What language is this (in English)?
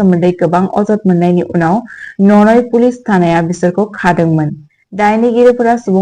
Bodo